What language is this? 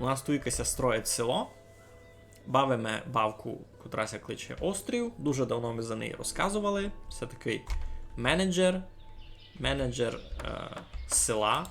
Rusyn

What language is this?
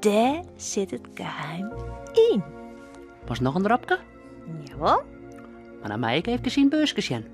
Western Frisian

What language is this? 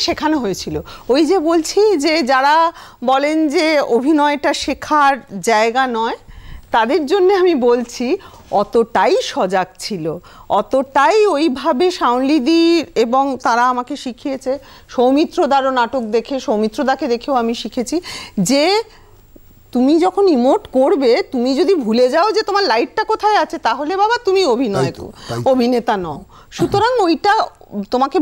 Bangla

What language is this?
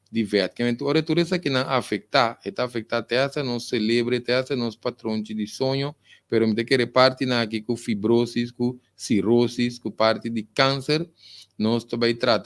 Papiamento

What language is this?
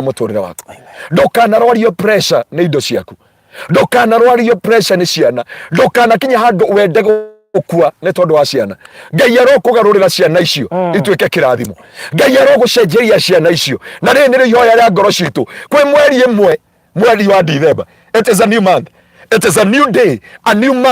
Kikuyu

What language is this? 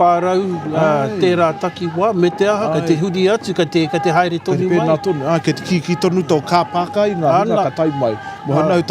Māori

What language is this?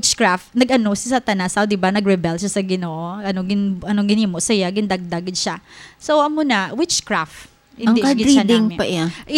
Hiligaynon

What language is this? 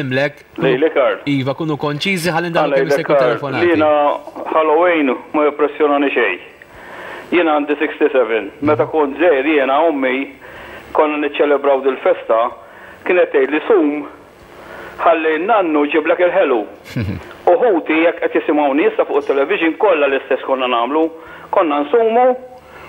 Maltese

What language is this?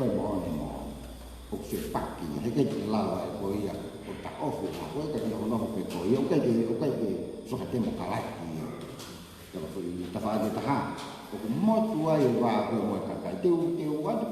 Tongan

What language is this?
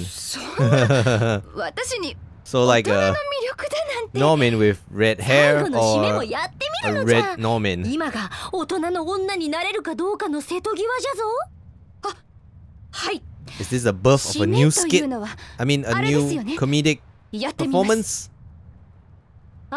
Japanese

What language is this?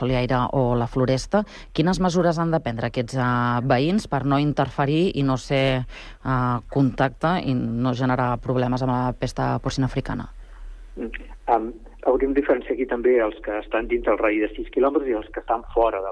Catalan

